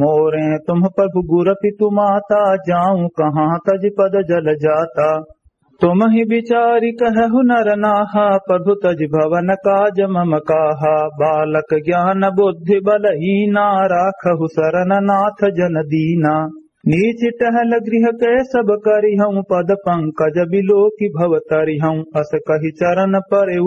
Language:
Awadhi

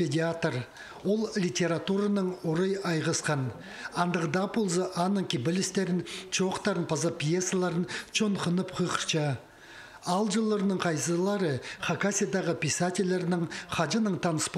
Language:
Khakas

